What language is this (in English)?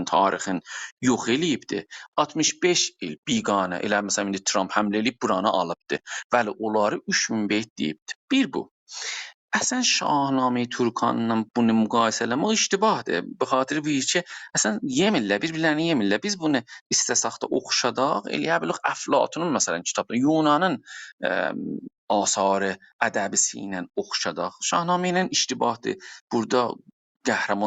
South Azerbaijani